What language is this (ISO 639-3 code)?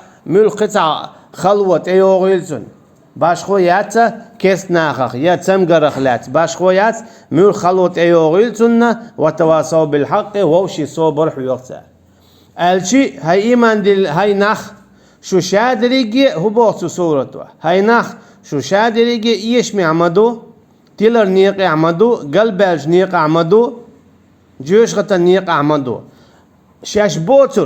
che